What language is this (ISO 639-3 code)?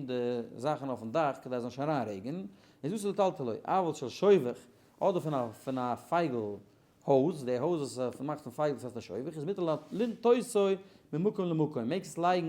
yid